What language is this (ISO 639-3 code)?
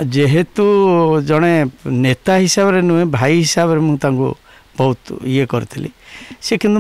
ori